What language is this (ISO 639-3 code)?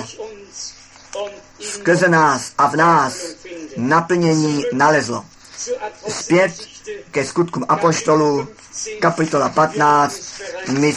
ces